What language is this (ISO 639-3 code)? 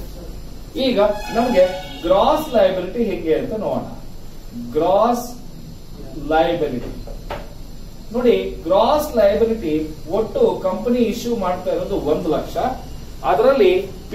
kan